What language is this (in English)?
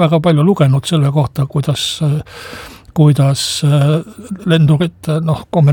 Estonian